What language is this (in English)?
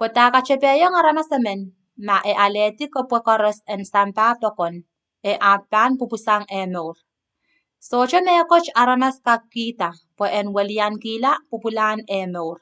Pohnpeian